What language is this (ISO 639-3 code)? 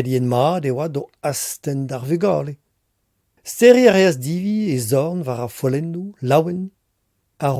bre